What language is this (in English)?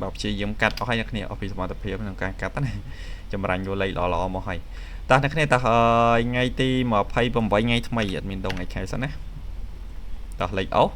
Khmer